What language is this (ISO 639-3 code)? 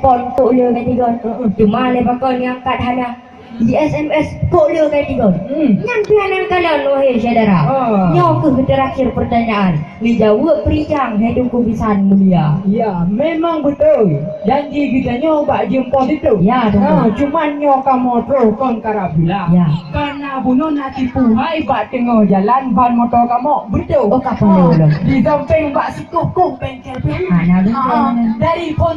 ace